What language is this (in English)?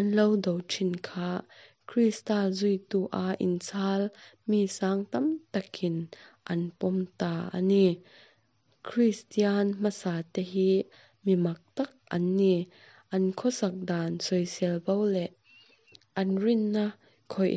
Mizo